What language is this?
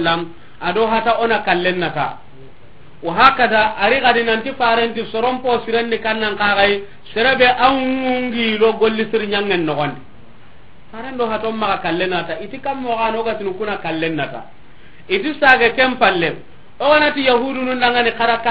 Soninke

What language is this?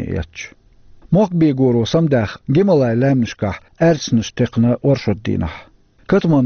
Chechen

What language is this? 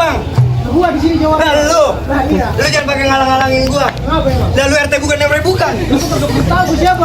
Betawi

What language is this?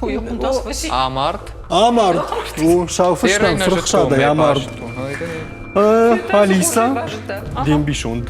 Ossetic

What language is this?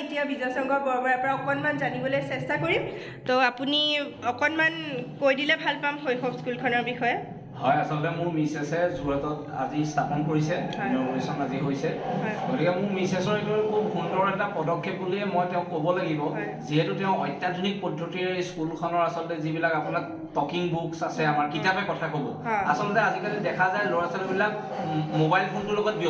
Assamese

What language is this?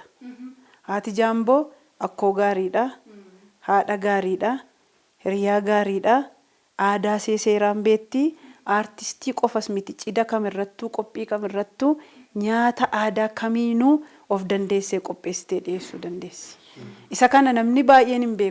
Oromo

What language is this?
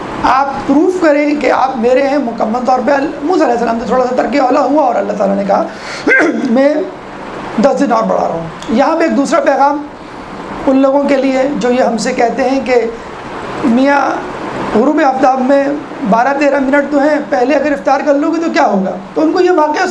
Urdu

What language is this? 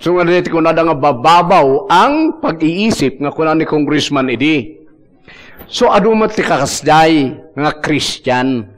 Iloko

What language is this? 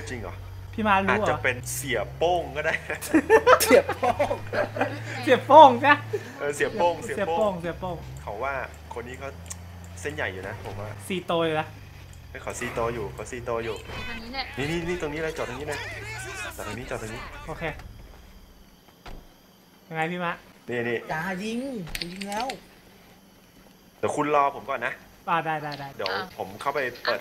Thai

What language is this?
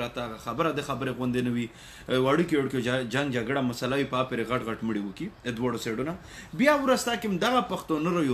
Pashto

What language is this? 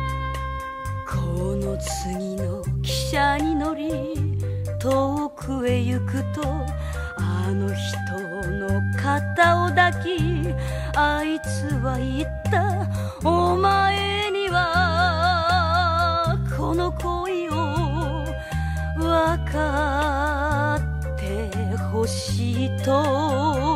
Japanese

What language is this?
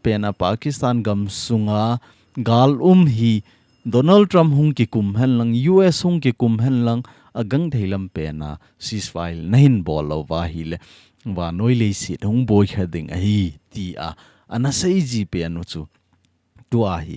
Thado Chin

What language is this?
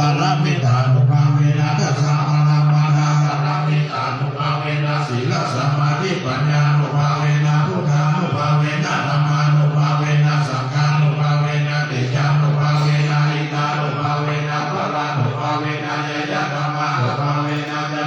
Pali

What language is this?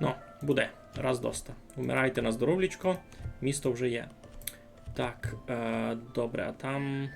Rusyn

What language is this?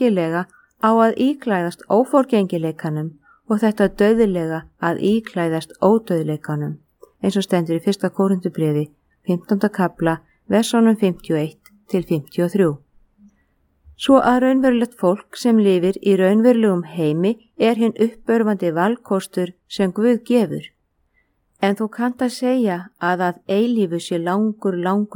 Icelandic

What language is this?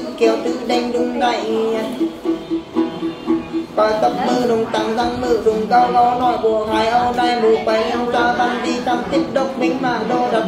Vietnamese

